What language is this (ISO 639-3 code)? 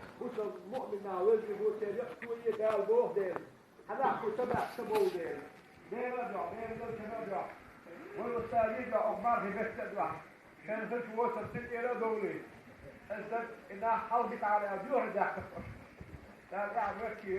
che